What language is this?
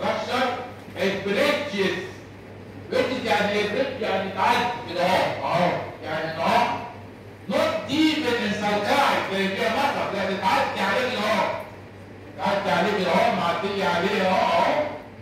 Egyptian Arabic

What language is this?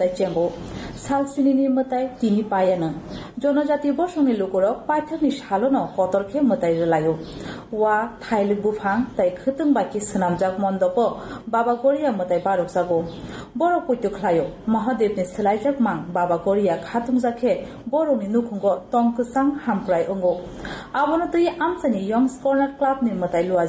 Kok Borok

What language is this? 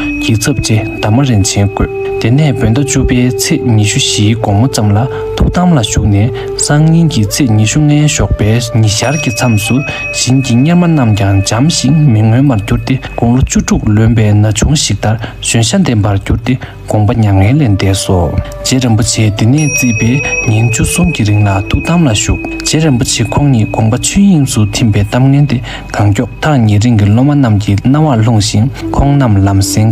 Tibetan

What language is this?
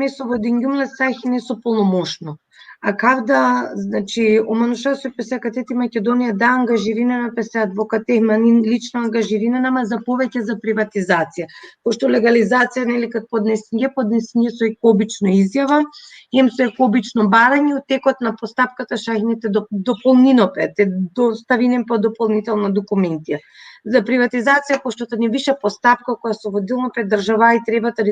Balkan Romani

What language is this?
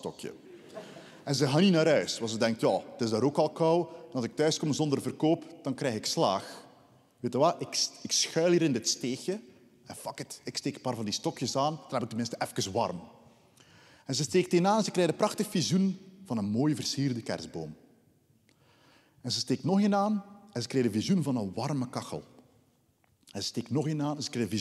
Dutch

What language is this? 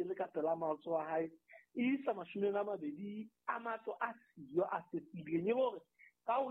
Southern Sotho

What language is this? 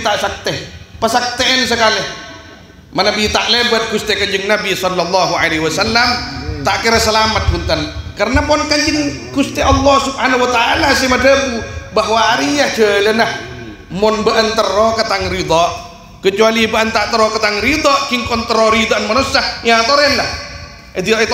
Madurese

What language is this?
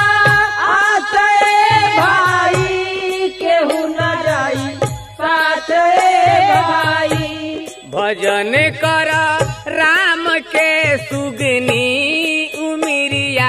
Bhojpuri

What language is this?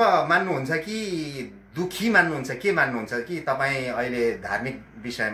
Nepali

